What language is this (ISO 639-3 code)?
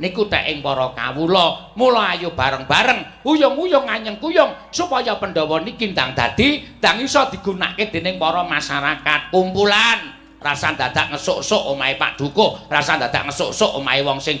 jav